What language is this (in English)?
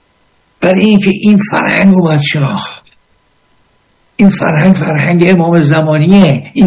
Persian